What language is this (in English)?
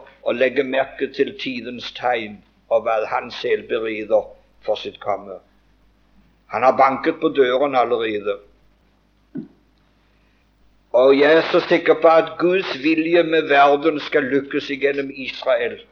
Norwegian